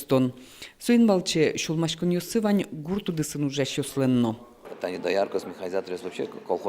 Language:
Udmurt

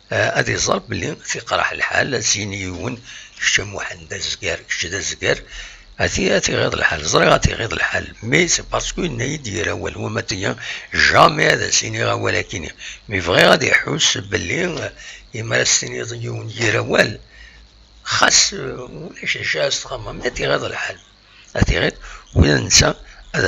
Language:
Kabyle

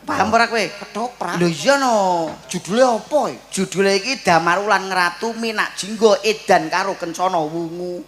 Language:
Javanese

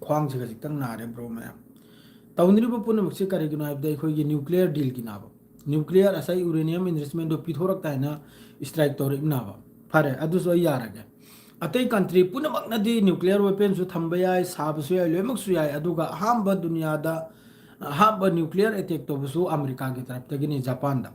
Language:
Manipuri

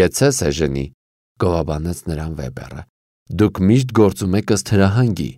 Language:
Armenian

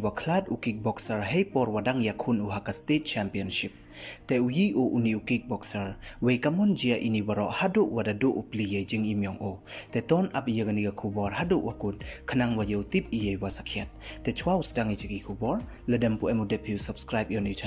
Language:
Pnar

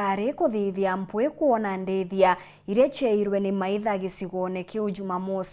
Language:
Meru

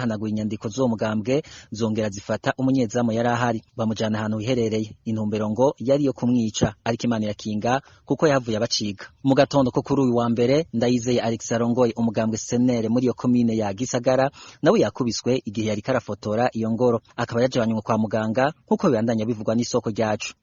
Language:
Rundi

